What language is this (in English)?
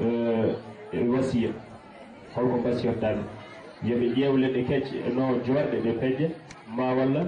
Fula